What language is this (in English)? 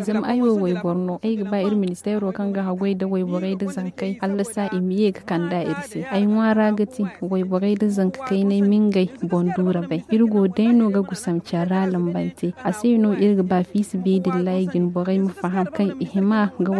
Zarma